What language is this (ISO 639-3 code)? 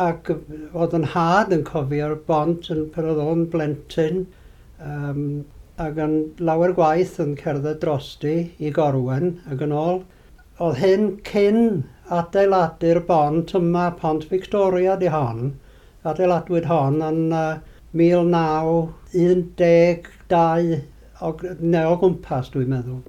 cym